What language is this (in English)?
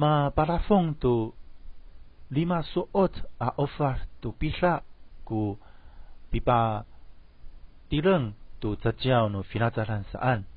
Amis